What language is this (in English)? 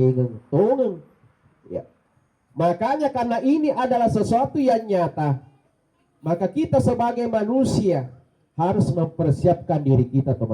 Buginese